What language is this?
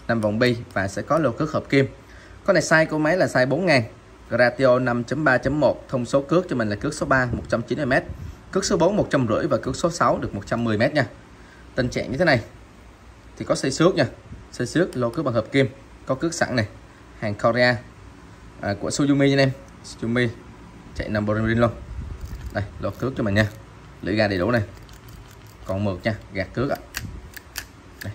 Vietnamese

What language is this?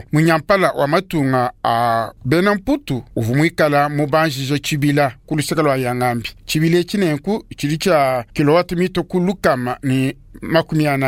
Luba-Lulua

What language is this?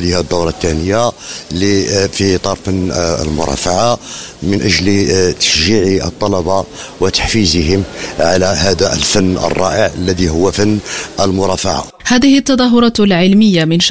Arabic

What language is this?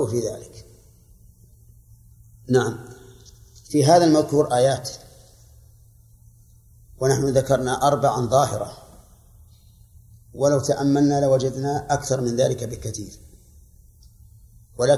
Arabic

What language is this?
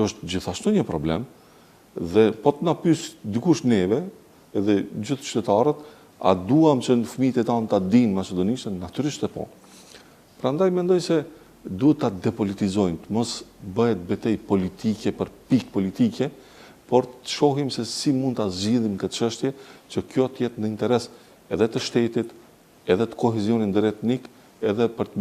Albanian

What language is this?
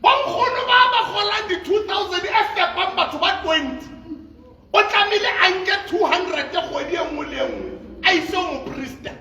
Southern Sotho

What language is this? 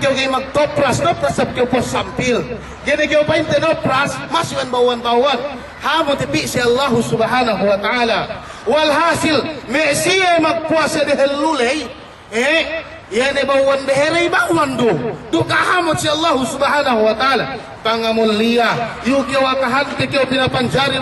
Yakan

